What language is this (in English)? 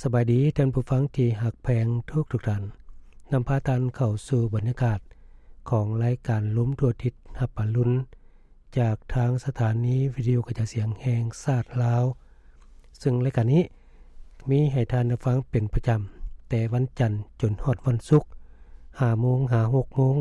Lao